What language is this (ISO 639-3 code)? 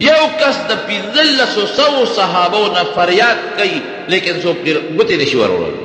pus